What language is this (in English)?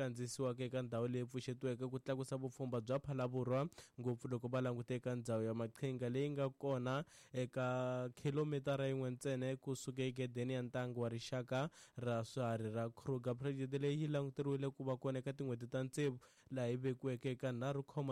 Tsonga